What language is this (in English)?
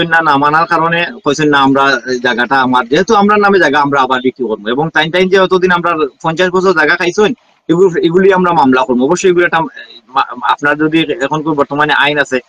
Sylheti